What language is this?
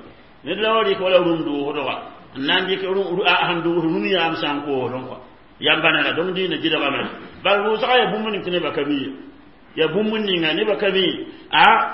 Mossi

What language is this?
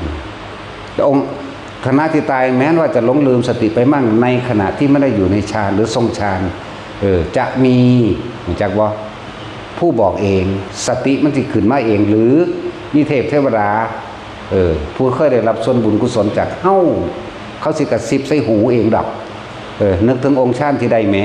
Northeastern Thai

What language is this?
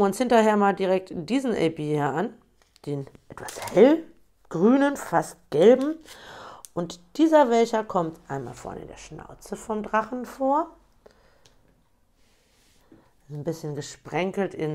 German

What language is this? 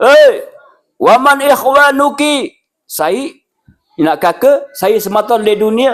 Sasak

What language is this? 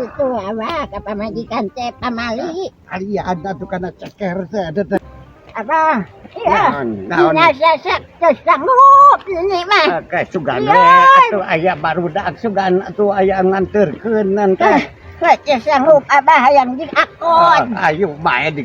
Sundanese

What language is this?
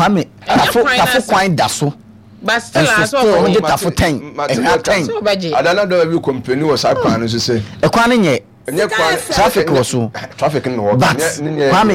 Akan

